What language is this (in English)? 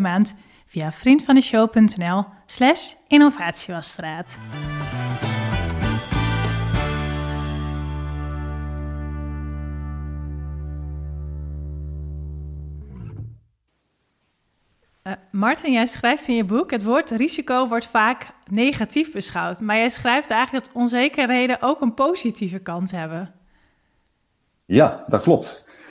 Dutch